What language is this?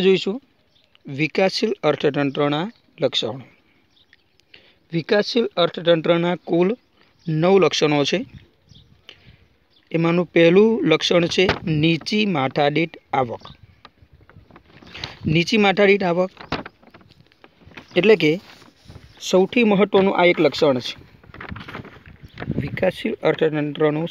Gujarati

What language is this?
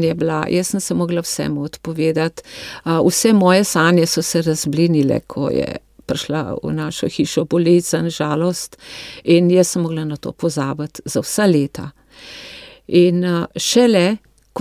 Slovenian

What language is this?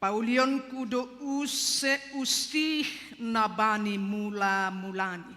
Batak Simalungun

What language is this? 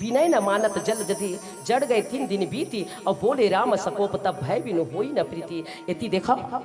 Chhattisgarhi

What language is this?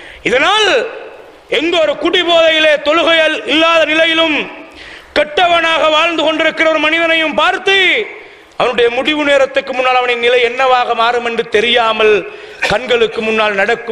Tamil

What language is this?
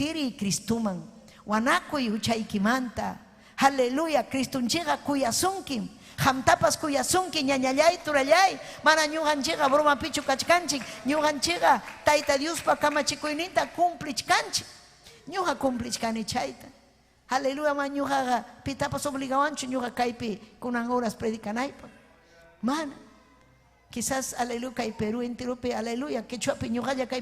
Ayacucho Quechua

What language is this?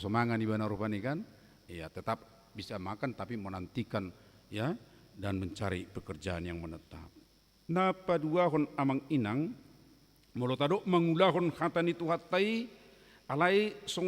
Batak Toba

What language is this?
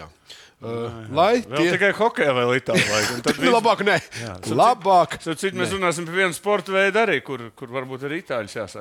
Latvian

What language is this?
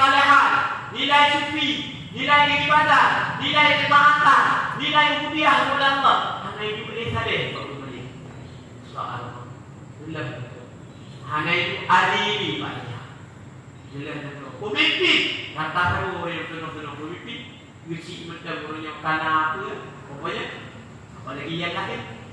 Achinese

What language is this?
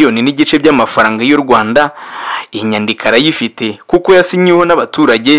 Kinyarwanda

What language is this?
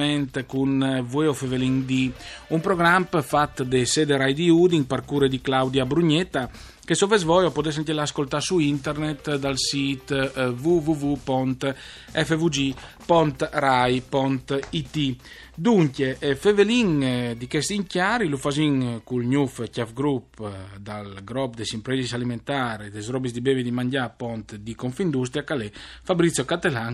Friulian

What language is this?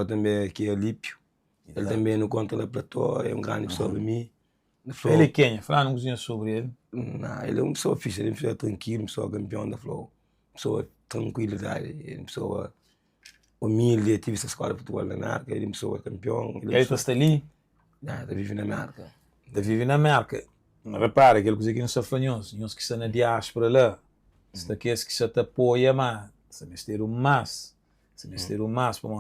Kabuverdianu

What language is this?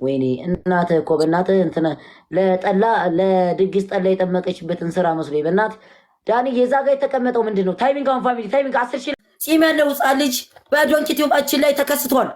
Amharic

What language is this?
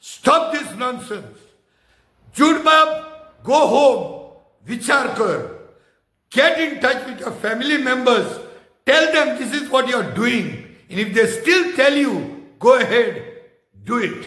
Konkani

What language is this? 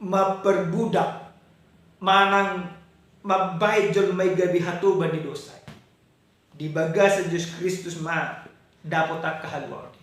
Batak Toba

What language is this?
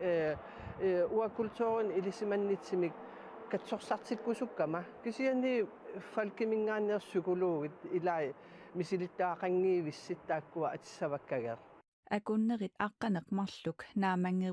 Kalaallisut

